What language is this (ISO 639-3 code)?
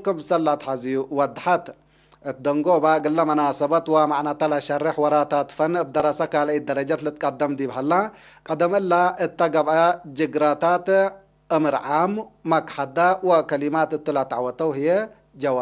tig